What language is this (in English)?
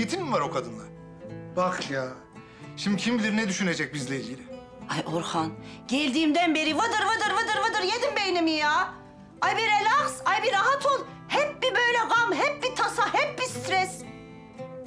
Turkish